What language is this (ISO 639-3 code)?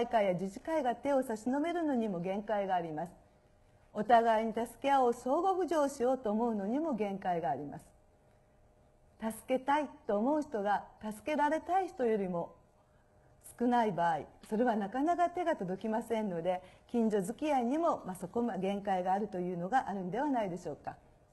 jpn